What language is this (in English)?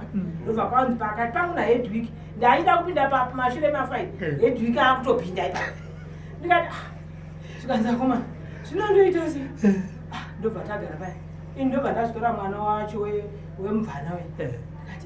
Shona